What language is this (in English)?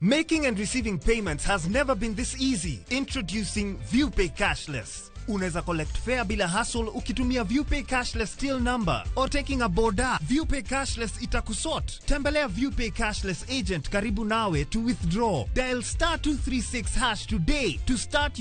Luo (Kenya and Tanzania)